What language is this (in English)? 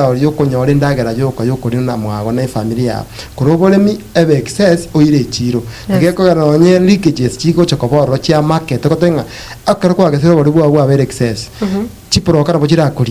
Gusii